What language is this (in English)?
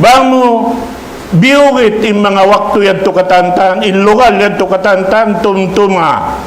Tausug